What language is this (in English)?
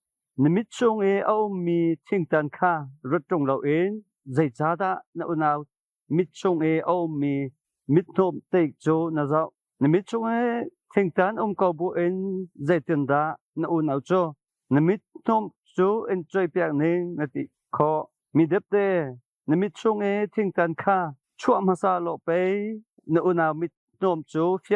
Hakha Chin